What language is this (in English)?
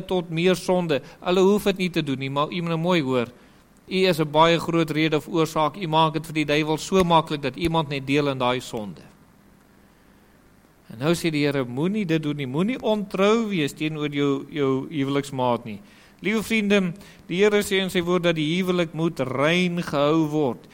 Afrikaans